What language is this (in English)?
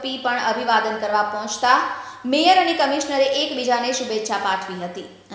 Gujarati